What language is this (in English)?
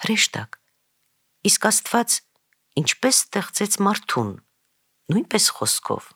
Armenian